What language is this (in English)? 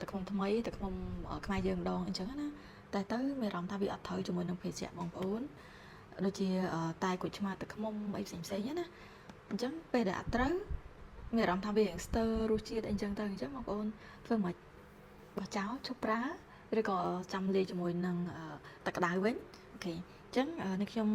Khmer